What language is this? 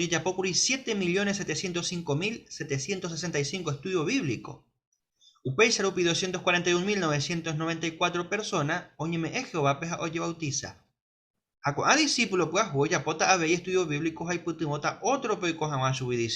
Guarani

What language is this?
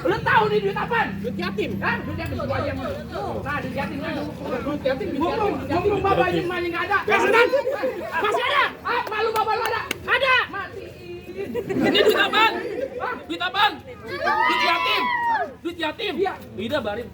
Betawi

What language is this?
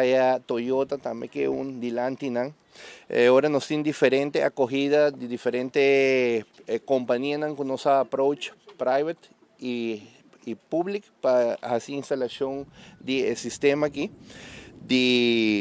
Papiamento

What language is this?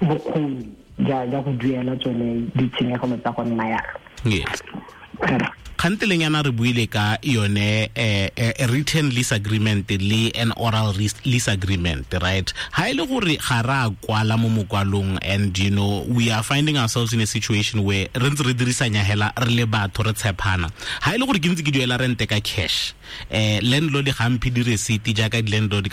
Tswana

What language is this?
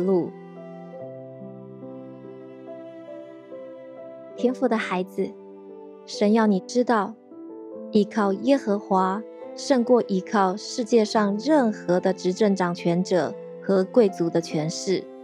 Chinese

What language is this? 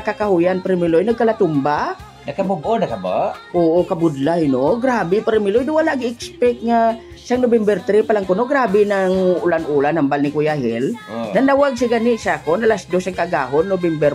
Hiligaynon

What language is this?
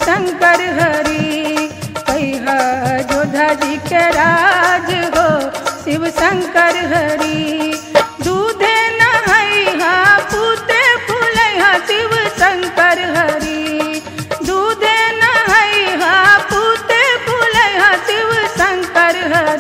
Bhojpuri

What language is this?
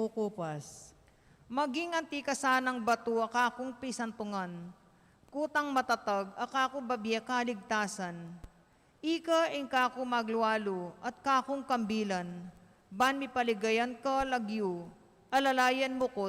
Pampanga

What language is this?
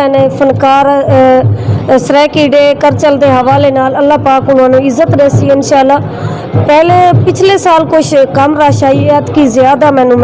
Saraiki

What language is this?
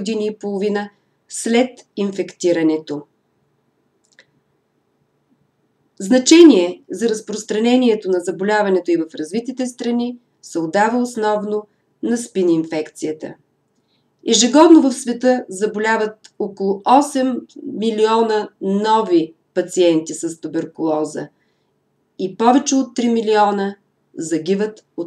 Bulgarian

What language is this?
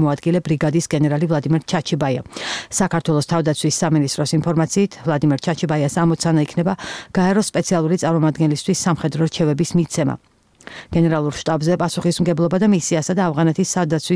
Georgian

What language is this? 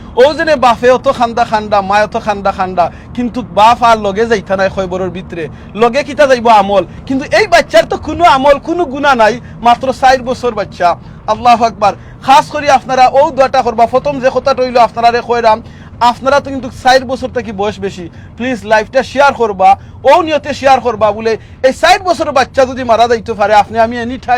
Sylheti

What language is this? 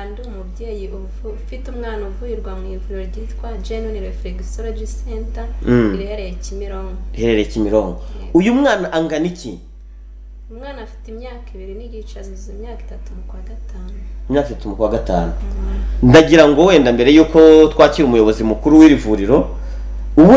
Kinyarwanda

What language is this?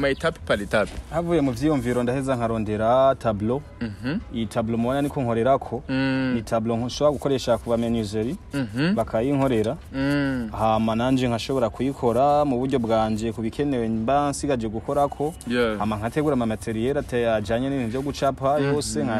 Rundi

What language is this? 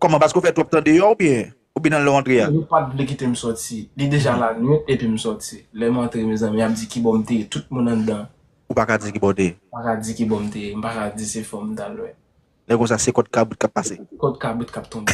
Haitian Creole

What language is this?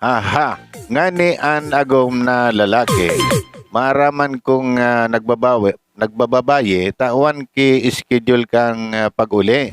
Bikol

